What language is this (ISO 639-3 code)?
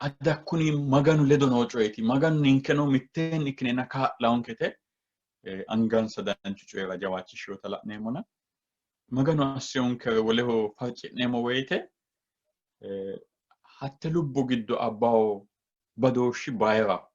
sid